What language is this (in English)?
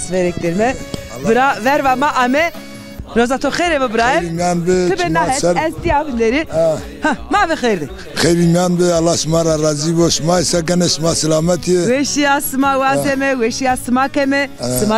Zaza